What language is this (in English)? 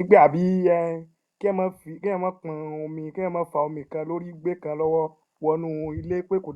Yoruba